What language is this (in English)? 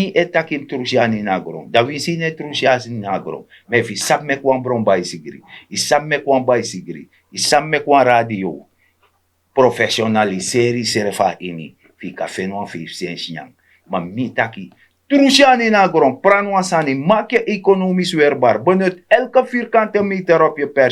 Sranan Tongo